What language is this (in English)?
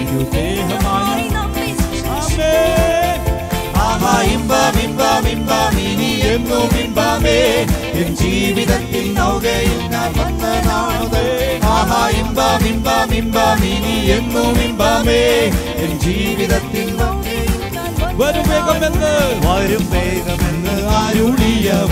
Malayalam